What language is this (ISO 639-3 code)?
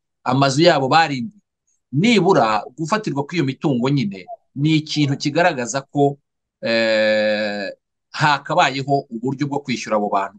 kin